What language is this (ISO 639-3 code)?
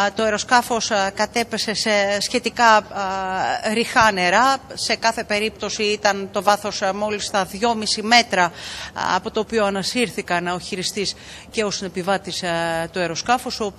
ell